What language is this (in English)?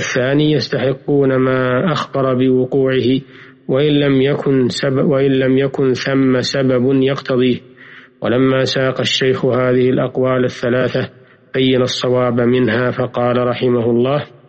Arabic